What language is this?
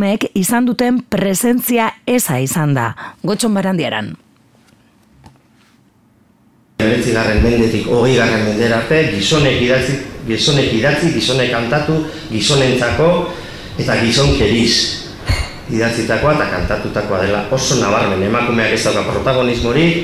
Basque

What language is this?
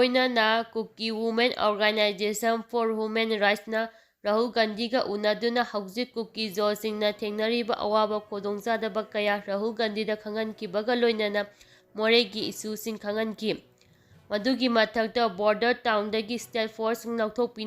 Manipuri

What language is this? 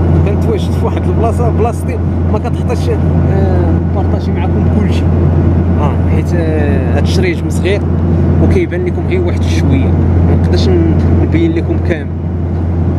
Moroccan Arabic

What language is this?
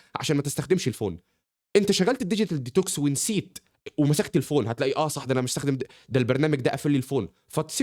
Egyptian Arabic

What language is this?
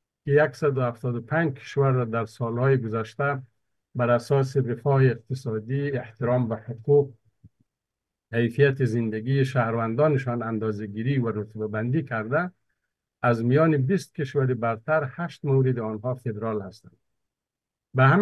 Persian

